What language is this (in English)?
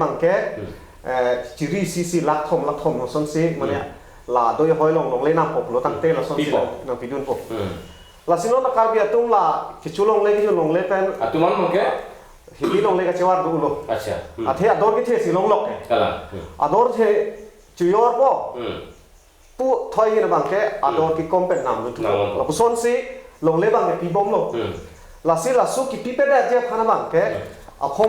Karbi